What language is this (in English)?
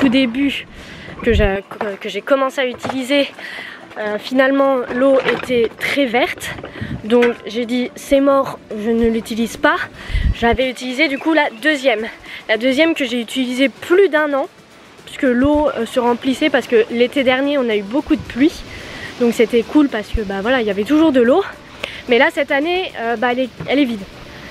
French